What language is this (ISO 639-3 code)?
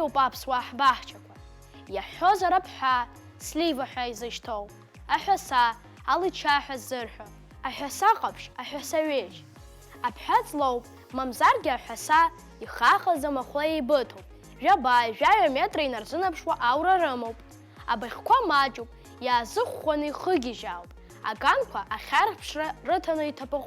abk